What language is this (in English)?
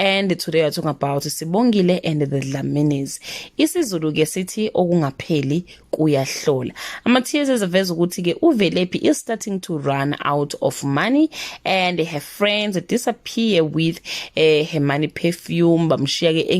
Zulu